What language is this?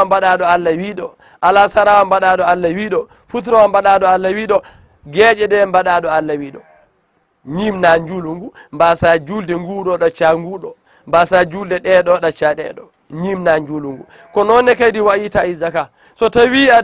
Fula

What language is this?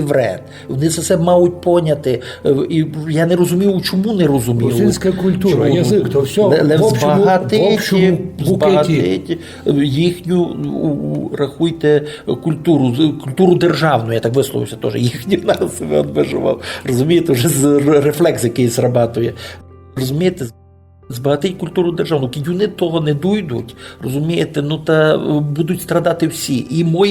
Rusyn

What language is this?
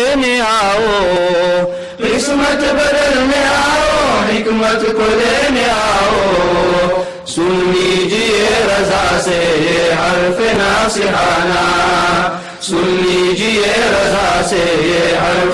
Urdu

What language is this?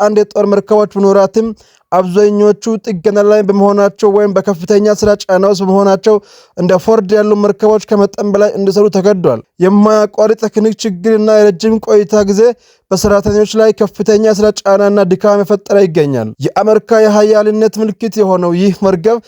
Amharic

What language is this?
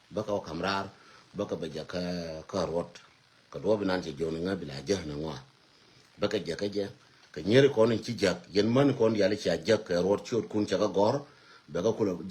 Nuer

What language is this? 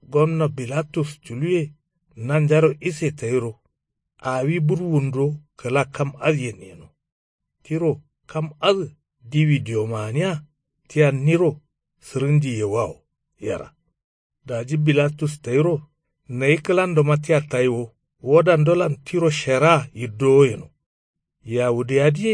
Kanuri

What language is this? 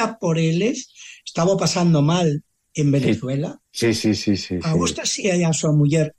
Galician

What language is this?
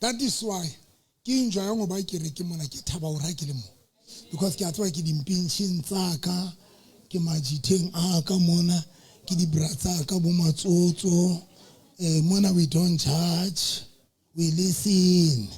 Southern Sotho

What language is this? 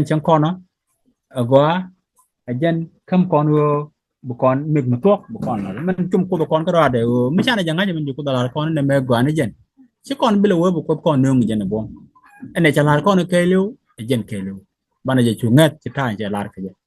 Nuer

